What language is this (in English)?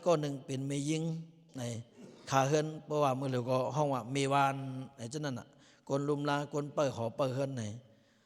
Lao